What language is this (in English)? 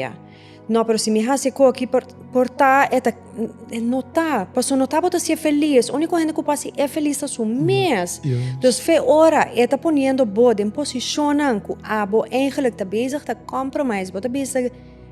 Papiamento